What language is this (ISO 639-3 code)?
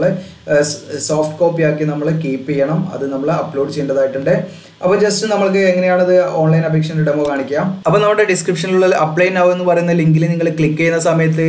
mal